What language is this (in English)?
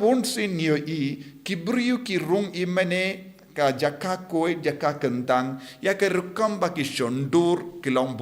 Khasi